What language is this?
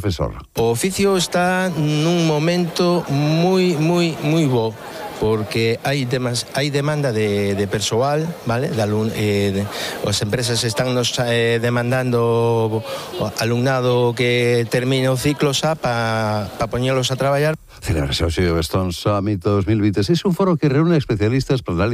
Galician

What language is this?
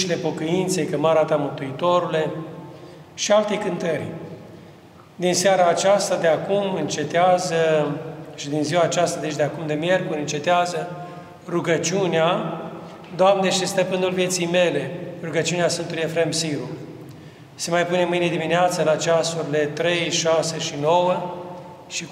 Romanian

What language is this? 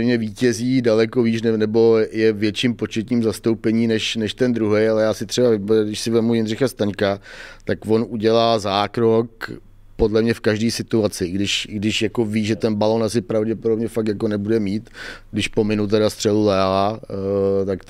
Czech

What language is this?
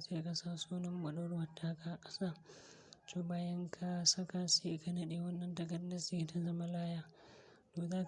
Hausa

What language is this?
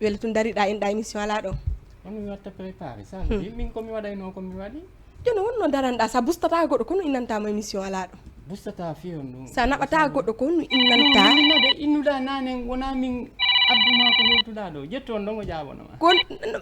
Fula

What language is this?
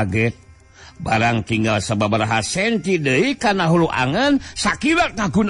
Sundanese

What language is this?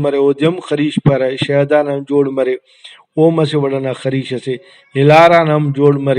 Brahui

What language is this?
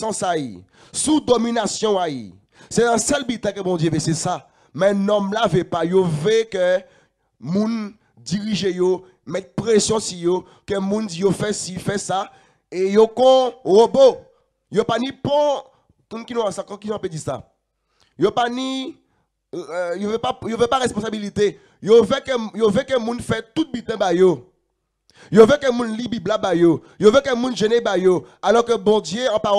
Guadeloupean Creole French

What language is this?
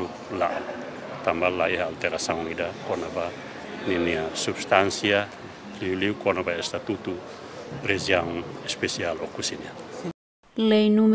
Tetum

